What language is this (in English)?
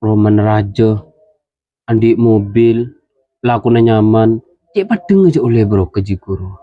Madurese